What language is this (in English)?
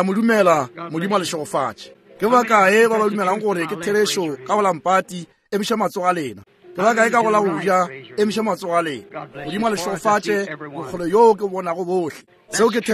Northern Sotho